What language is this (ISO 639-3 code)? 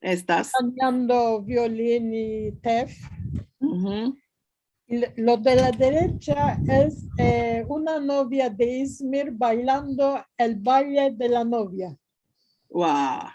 lad